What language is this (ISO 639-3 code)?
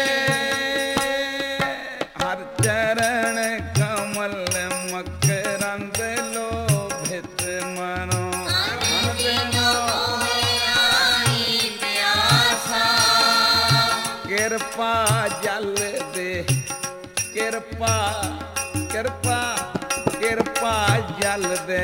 pan